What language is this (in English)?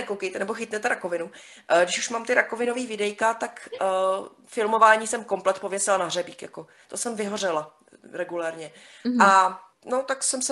Czech